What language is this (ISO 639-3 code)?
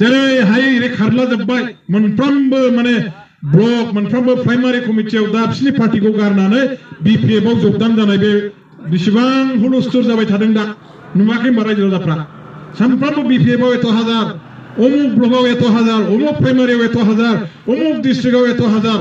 brx